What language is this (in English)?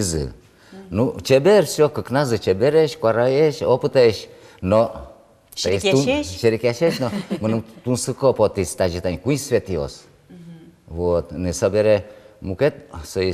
Udmurt